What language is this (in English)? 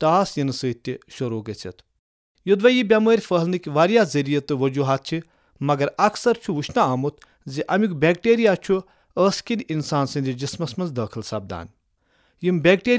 Kashmiri